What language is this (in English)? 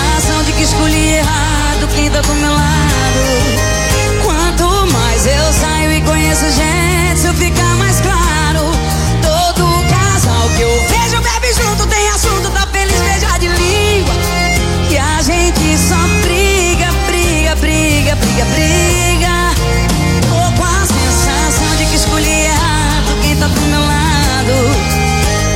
Portuguese